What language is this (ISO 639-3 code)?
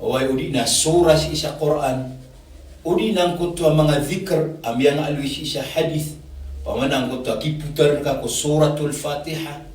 mrw